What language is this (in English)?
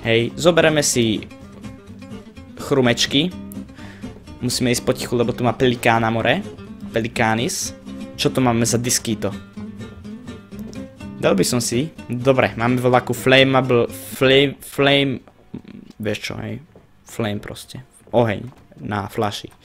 Slovak